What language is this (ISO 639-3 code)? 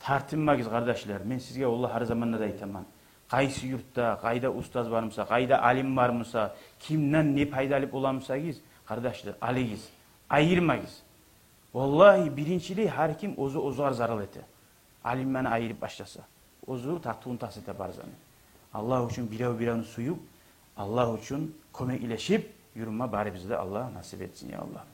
kum